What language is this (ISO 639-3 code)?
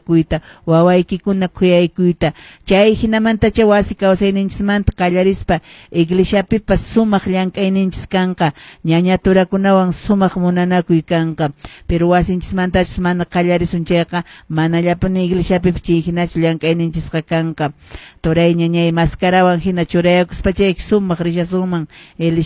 que